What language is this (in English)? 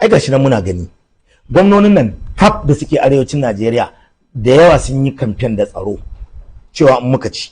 Hausa